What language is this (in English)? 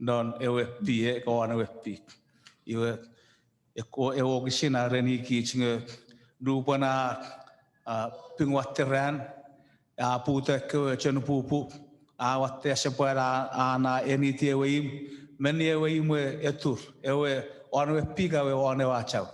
Chuukese